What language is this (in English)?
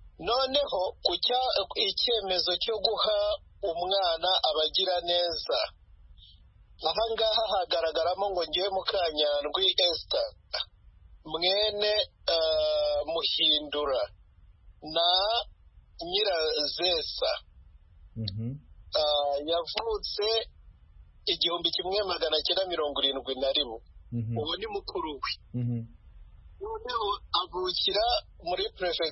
Kinyarwanda